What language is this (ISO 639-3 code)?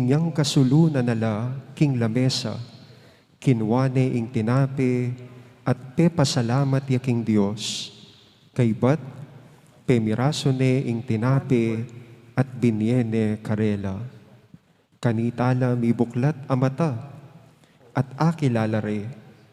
pam